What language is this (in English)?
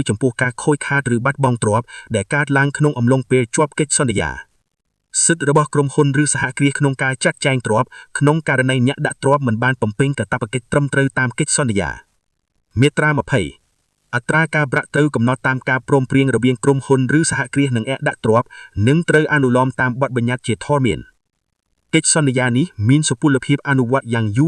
Khmer